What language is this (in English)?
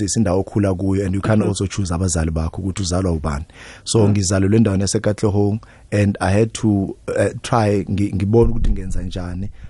South Ndebele